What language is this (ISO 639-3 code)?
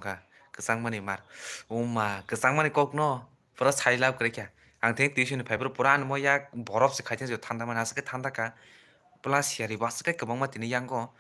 trp